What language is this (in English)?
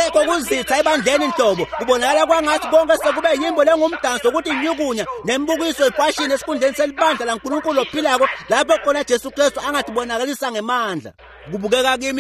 Swati